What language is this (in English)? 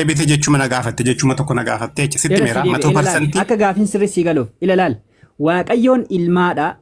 Oromo